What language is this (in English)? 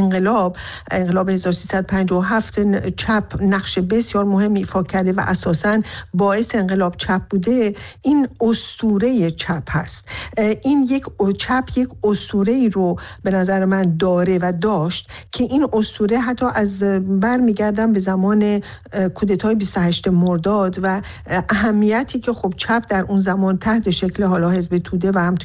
Persian